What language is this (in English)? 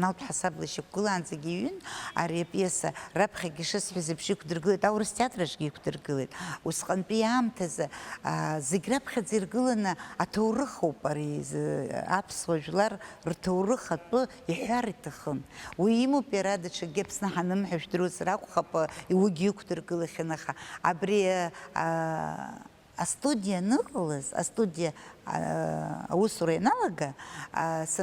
Abkhazian